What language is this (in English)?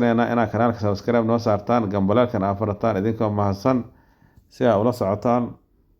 Somali